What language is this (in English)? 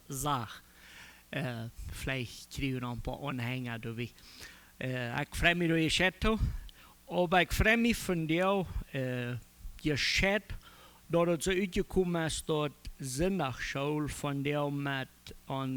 Plautdietsch